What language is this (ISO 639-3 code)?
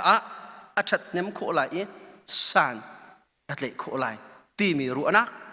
cnh